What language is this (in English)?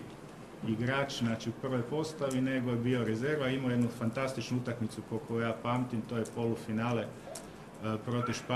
Croatian